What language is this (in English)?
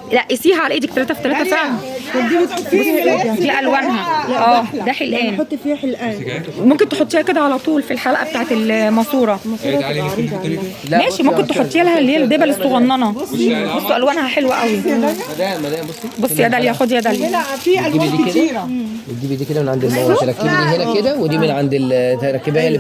Egyptian Arabic